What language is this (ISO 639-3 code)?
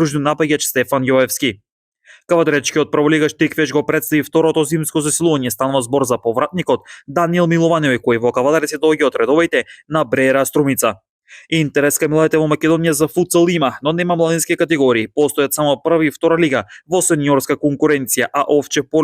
mkd